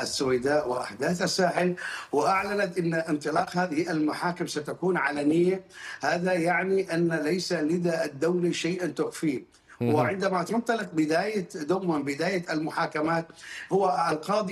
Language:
Arabic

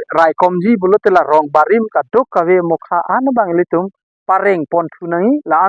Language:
Karbi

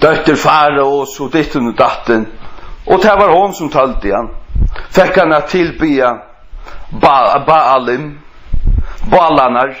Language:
Faroese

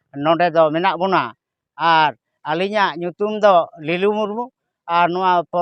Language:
Santali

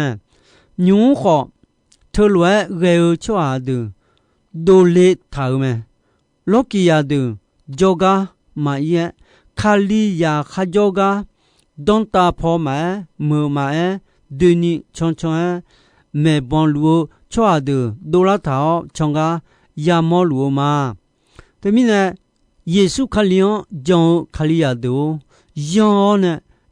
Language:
Akha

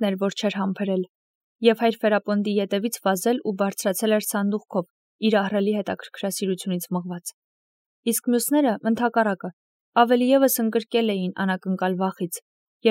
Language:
Armenian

